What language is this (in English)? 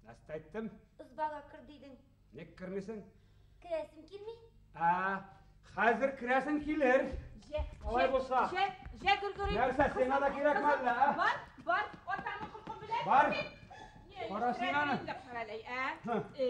Bashkir